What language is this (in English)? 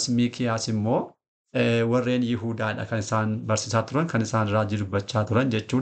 Oromo